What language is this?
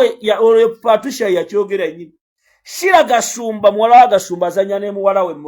Ganda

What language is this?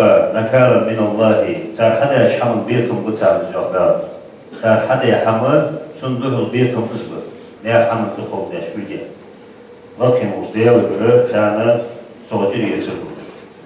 Ingush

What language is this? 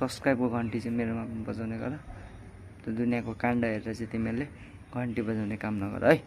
Nepali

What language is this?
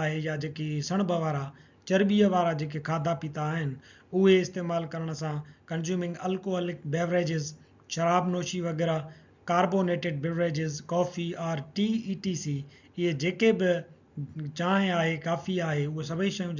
Sindhi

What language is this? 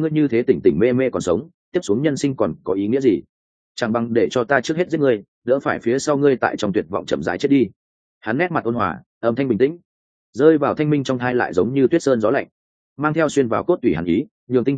Vietnamese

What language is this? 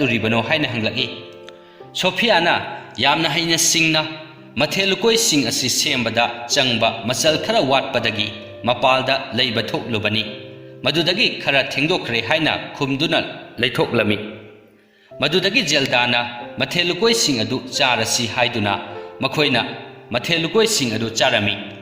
Manipuri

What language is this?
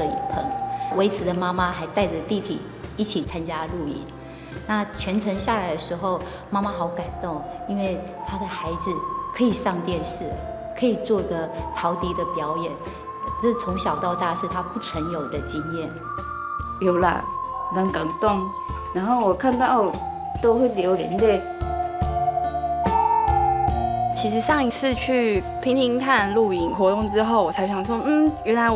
Chinese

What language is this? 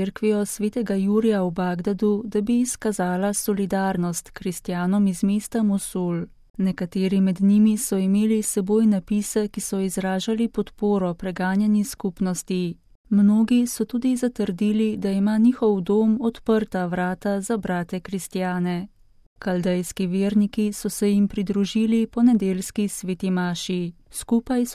Slovenian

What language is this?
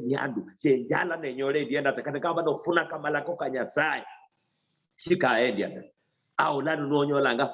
Luyia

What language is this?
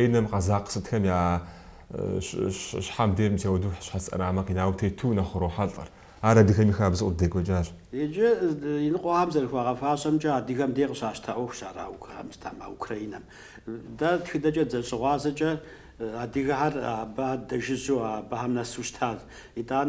Kabardian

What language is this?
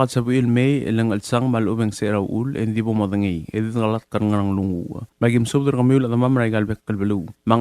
Palauan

